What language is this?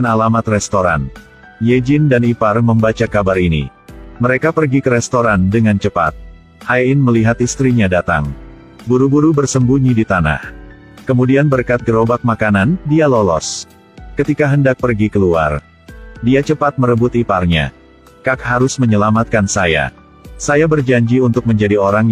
Indonesian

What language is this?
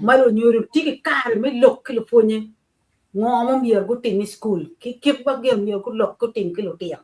Acoli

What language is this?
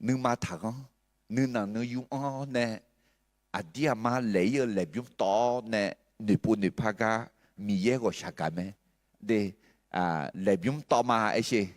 Akha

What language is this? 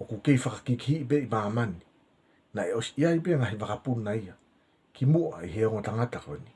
Tongan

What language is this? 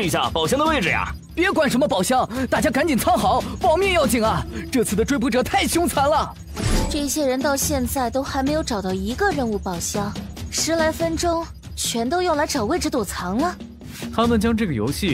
Chinese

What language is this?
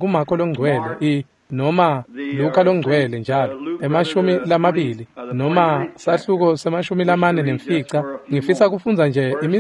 Swati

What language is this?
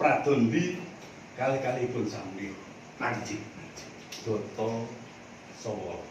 Javanese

